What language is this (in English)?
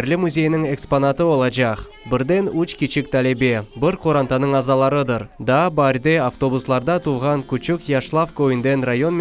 Crimean Tatar